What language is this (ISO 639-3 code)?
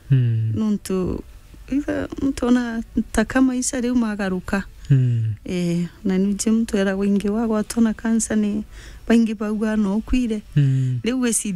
mer